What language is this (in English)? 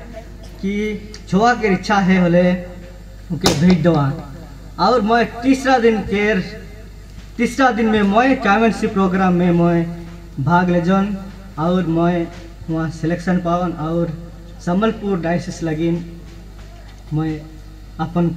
Sadri